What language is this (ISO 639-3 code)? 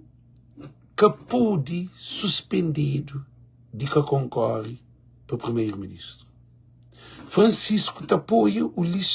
kea